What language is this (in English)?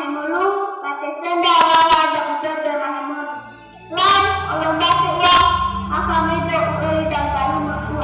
Nias